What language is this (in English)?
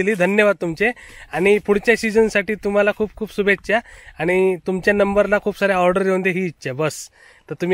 Marathi